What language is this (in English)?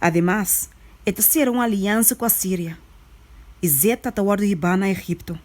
Papiamento